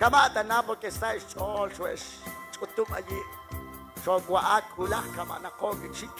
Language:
Kekchí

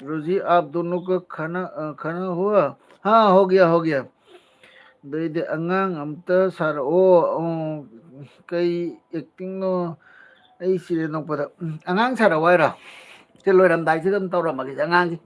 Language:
Manipuri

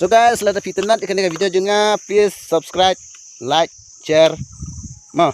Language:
Khasi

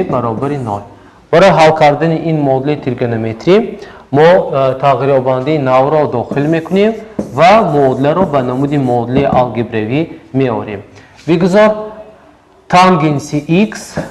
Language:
Tajik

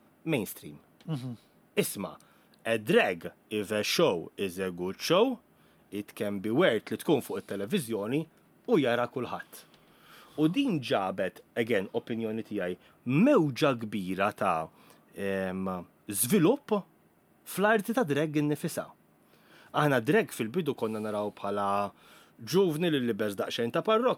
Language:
Maltese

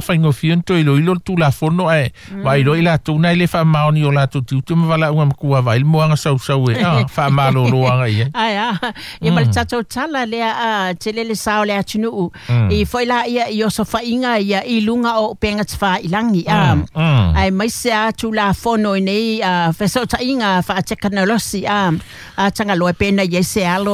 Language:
Samoan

